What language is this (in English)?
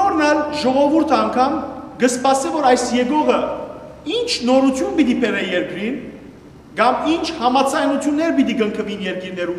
Western Armenian